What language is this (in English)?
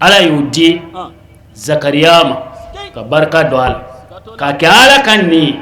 Bambara